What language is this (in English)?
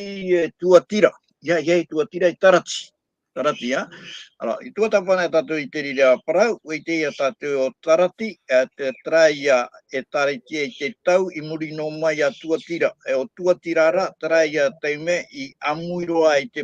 Tahitian